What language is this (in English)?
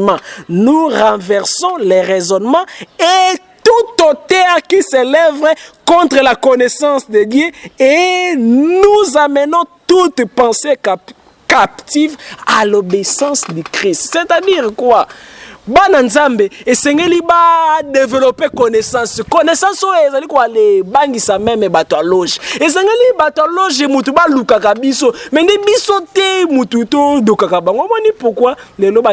Lingala